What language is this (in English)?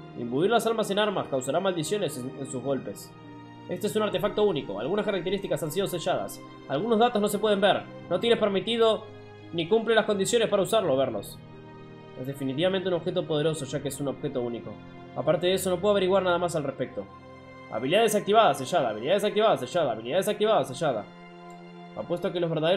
Spanish